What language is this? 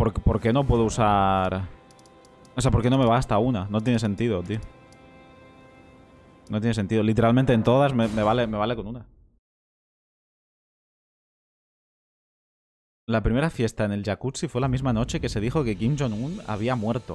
Spanish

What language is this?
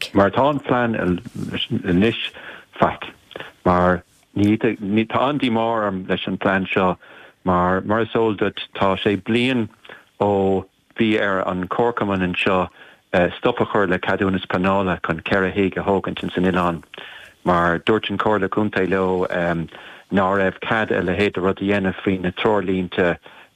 Irish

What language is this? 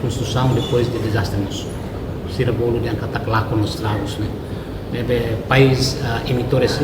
Tetum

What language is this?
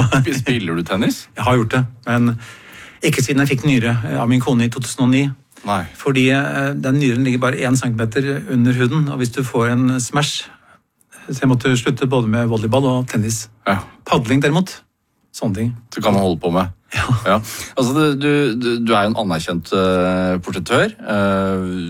Norwegian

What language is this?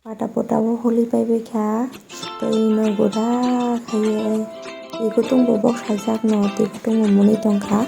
Kok Borok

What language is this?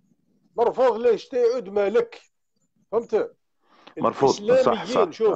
Algerian Arabic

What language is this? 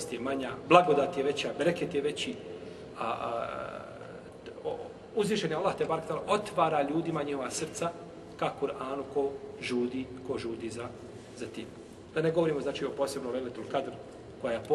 Bosnian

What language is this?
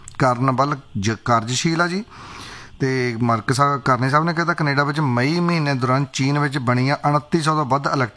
Punjabi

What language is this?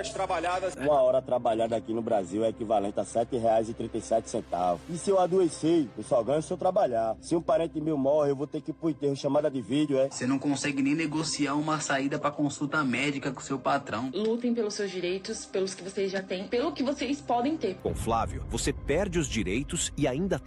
Portuguese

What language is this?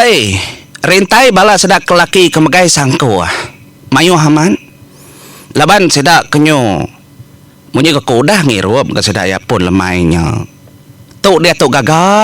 Iban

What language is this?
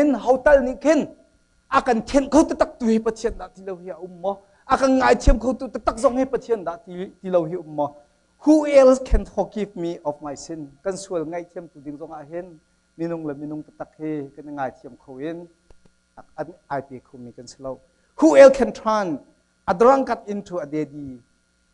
Hakha Chin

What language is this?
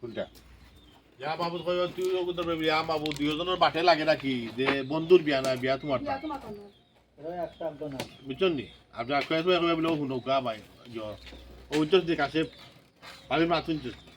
Sylheti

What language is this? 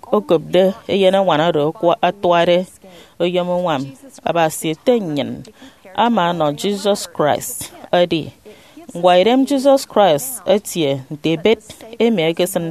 Efik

